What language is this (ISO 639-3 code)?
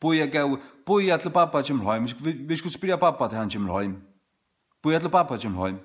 fao